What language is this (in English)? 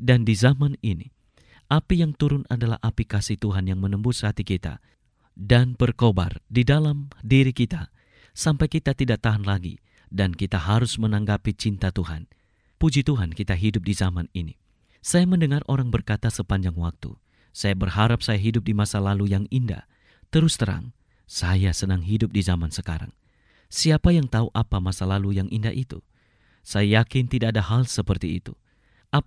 Indonesian